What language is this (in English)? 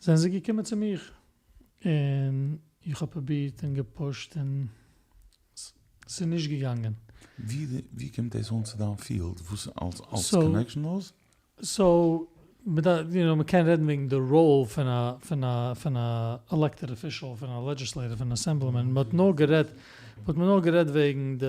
Yiddish